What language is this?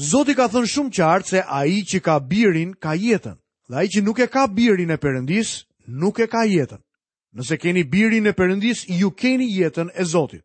Albanian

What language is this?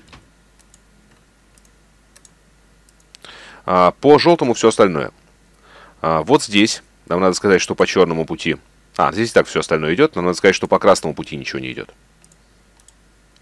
Russian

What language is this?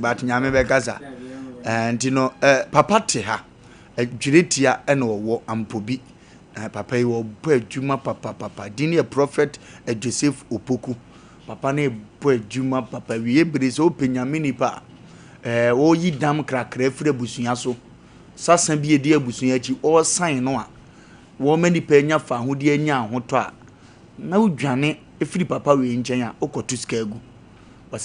Akan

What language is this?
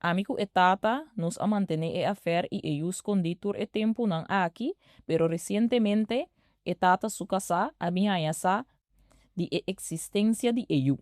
Papiamento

